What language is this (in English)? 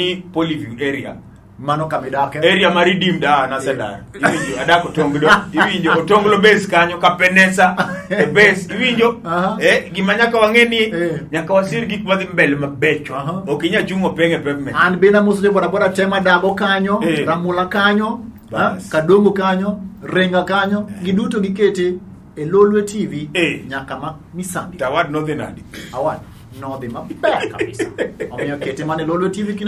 Luo (Kenya and Tanzania)